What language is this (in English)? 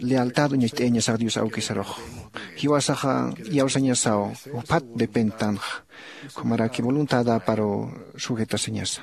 Aymara